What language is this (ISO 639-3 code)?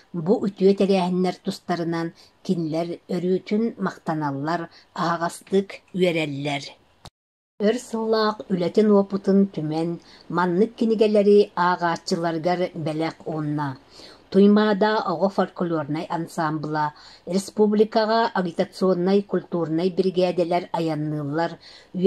sah